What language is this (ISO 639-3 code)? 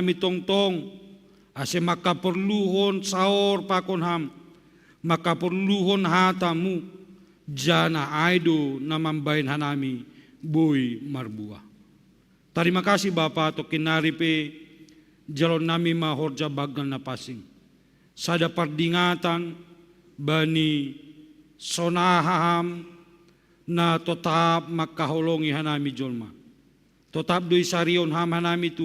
bts